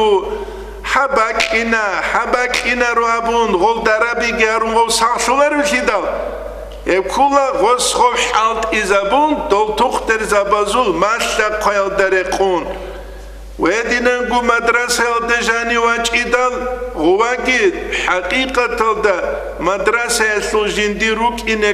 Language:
Avaric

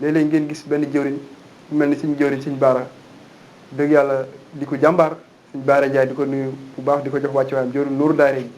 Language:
Wolof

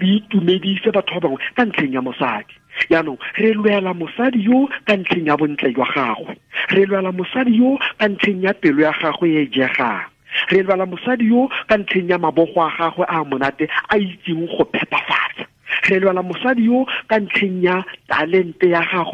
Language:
Tswana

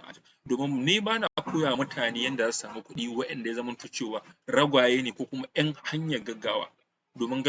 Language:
Hausa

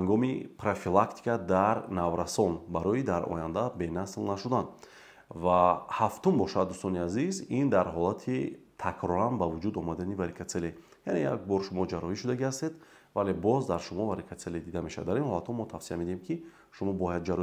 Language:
Tajik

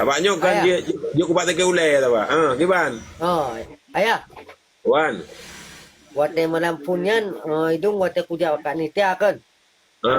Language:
Achinese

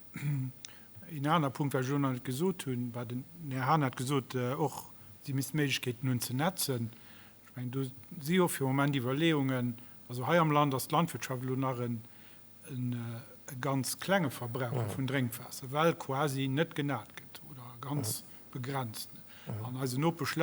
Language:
Luxembourgish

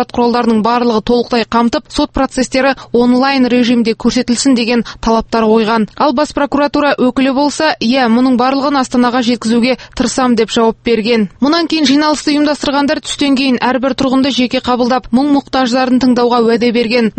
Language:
Kazakh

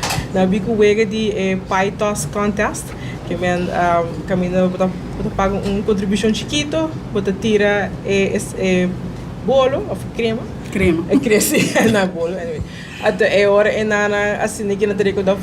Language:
Papiamento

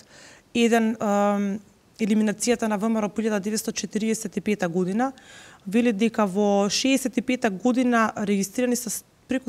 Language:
Macedonian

